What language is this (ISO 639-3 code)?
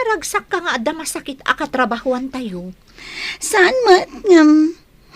ilo